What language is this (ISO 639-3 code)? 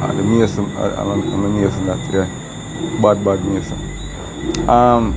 jam